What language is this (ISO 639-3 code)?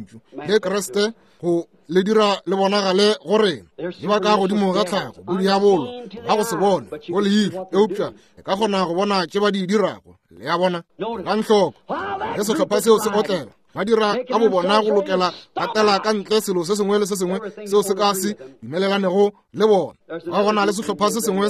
nso